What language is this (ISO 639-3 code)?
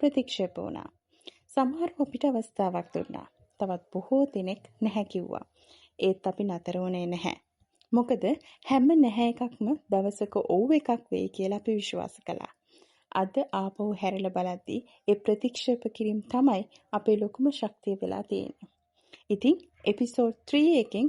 sin